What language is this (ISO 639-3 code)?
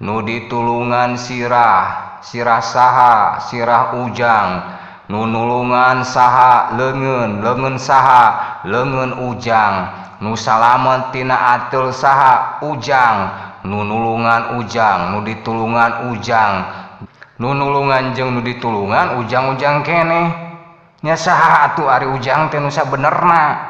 sun